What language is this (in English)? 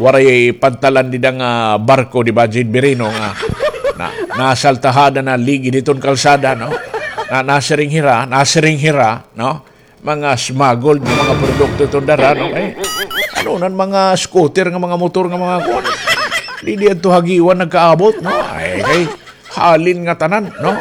Waray